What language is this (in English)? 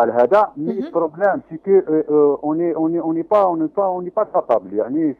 French